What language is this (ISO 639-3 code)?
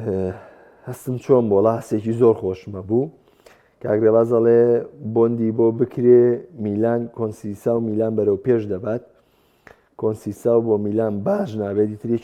ckb